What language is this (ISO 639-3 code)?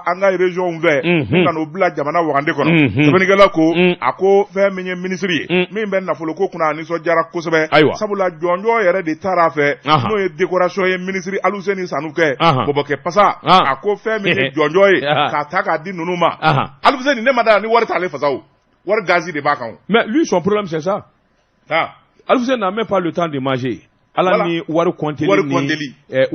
bam